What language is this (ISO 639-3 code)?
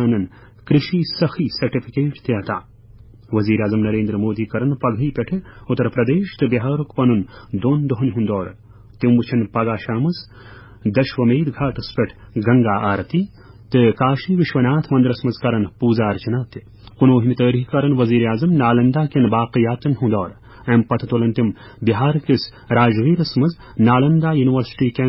kas